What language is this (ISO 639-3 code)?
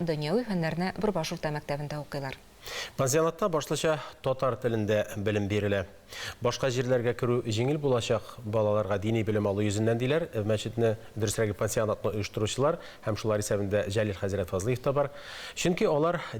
tat